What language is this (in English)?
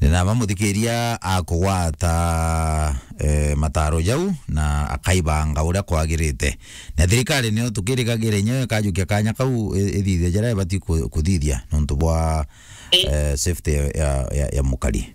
Meru